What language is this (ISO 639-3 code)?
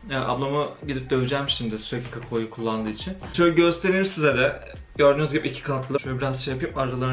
tur